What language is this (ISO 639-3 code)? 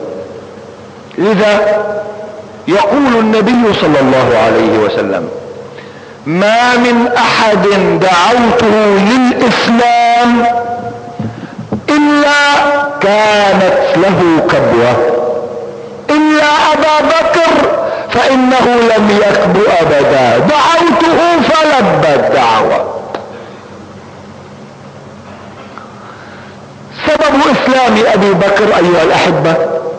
ara